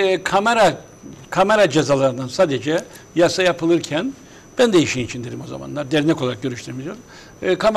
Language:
Turkish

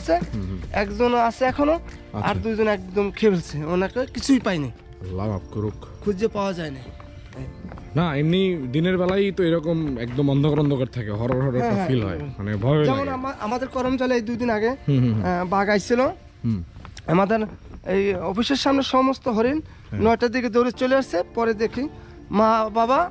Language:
Bangla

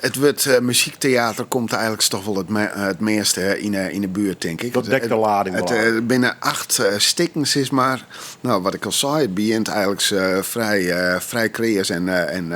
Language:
Western Frisian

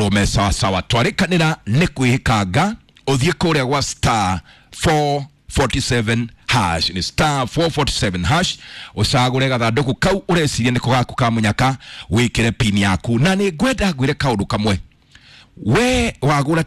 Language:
Kikuyu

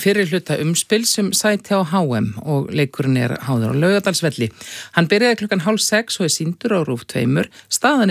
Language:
Icelandic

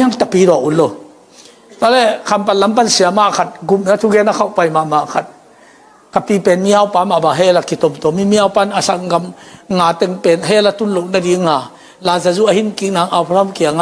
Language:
Tedim Chin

